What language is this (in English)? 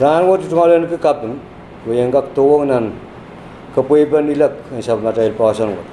Pohnpeian